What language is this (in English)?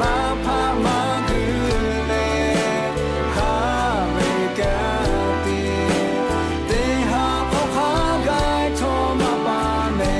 Lahu